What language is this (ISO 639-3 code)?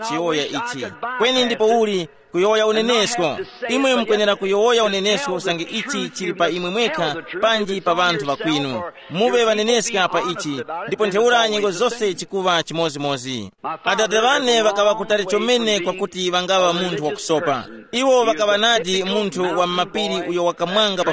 tum